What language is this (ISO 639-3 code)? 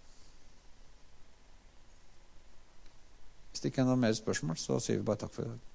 nor